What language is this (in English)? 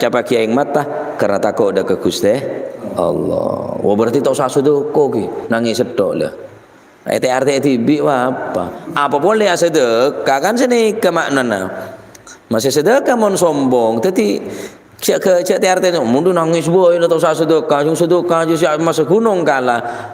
Madurese